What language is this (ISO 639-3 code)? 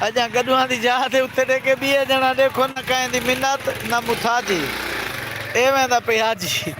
skr